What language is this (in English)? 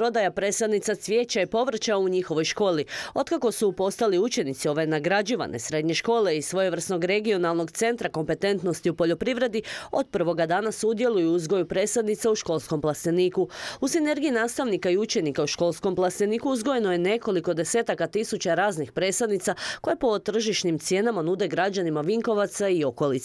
Croatian